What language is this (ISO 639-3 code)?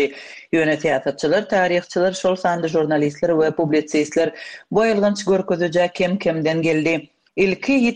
tuk